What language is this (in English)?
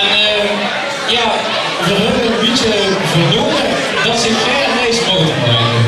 Limburgish